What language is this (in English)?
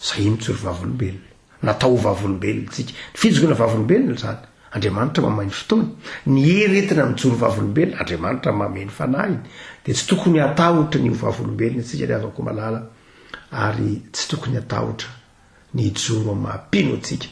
Malagasy